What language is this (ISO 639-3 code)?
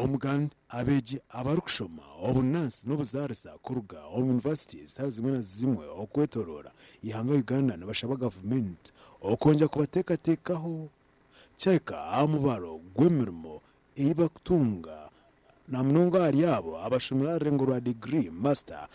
nyn